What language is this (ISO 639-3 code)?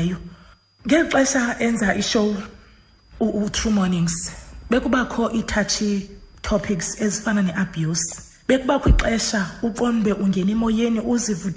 xho